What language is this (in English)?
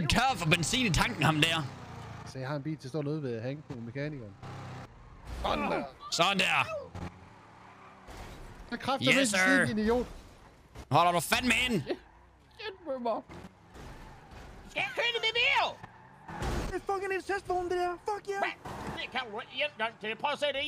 Danish